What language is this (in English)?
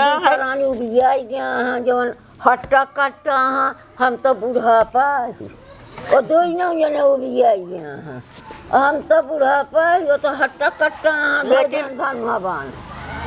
Awadhi